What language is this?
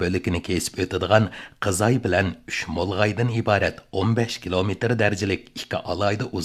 Uyghur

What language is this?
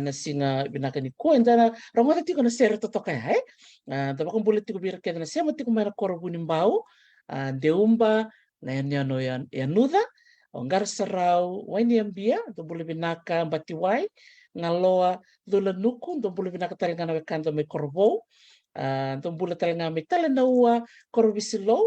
Fijian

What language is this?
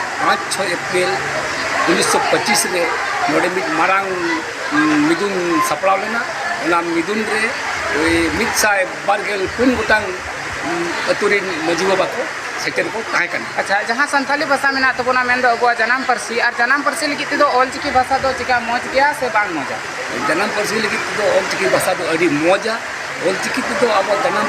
Santali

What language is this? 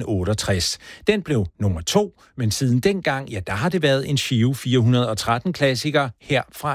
Danish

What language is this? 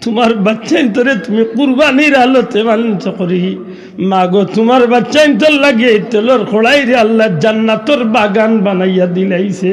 Sylheti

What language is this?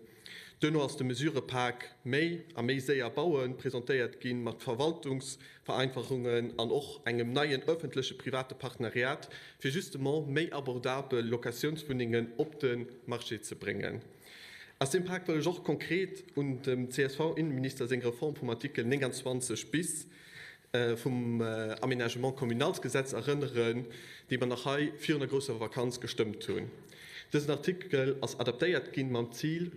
Luxembourgish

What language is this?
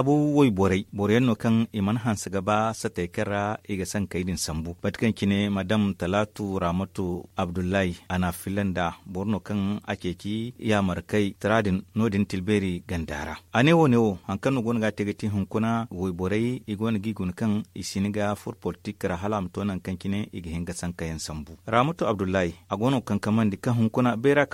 Zarma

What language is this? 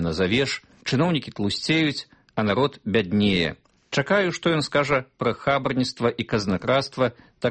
Belarusian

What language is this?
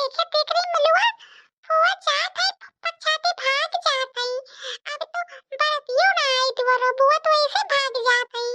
Awadhi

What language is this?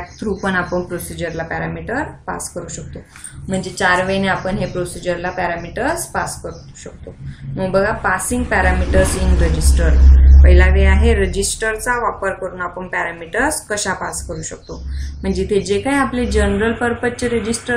Marathi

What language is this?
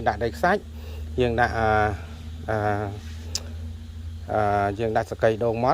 Khmer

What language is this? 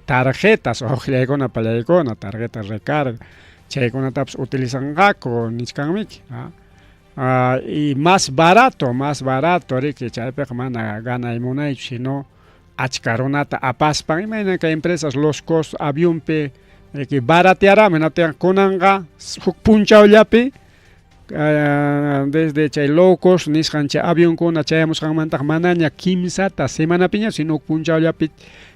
Ayacucho Quechua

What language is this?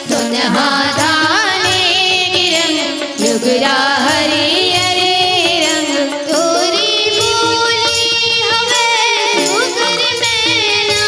Chhattisgarhi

